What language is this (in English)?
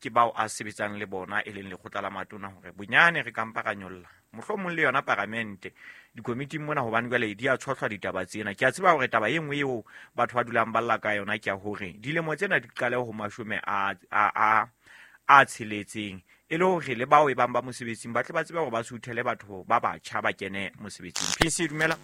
Southern Sotho